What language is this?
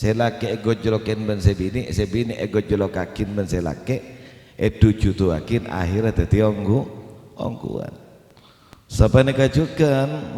Madurese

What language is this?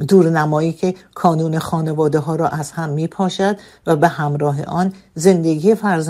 Persian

